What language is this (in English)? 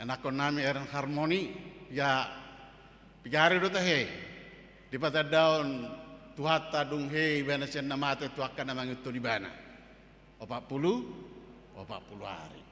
Batak Toba